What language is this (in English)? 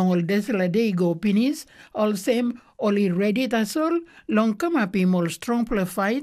Tok Pisin